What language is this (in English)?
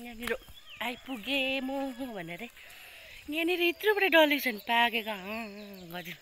Nepali